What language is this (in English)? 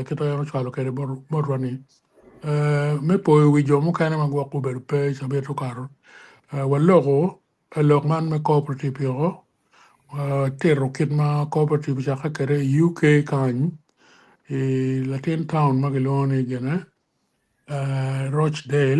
Acoli